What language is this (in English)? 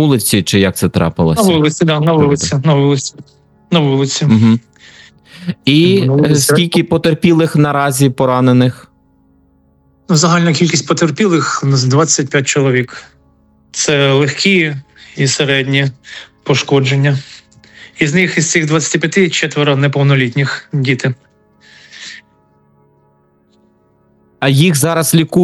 Ukrainian